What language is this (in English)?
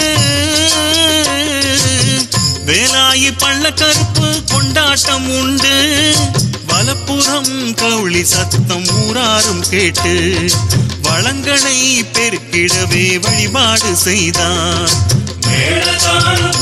Tamil